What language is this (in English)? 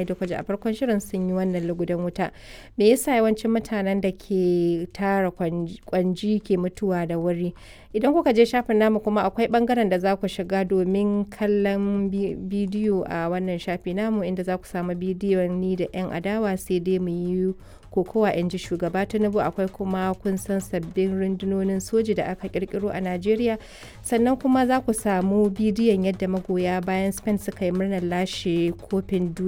Hausa